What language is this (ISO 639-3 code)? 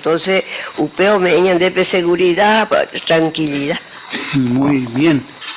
grn